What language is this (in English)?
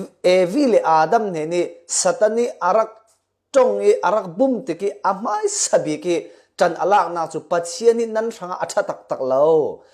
Falam Chin